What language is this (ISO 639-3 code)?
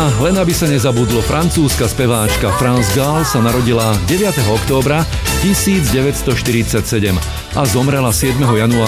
slk